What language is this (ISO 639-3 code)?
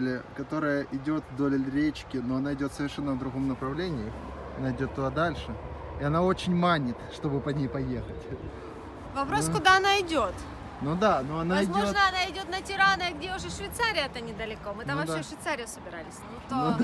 rus